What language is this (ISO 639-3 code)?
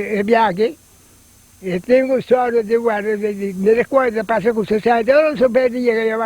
pap